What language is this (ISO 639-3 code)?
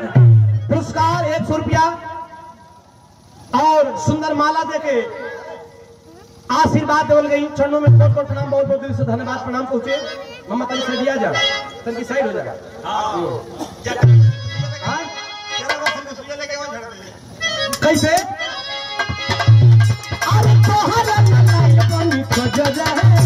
bho